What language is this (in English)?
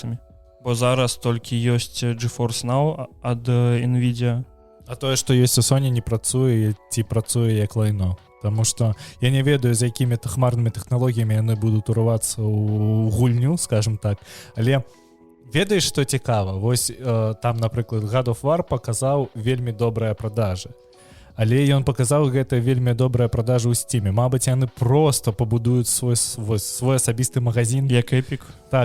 Belarusian